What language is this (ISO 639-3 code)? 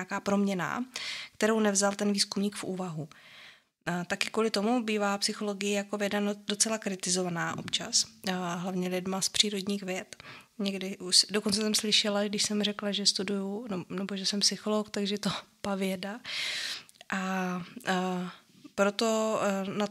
ces